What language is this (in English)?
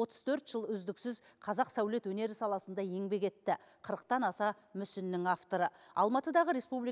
Kazakh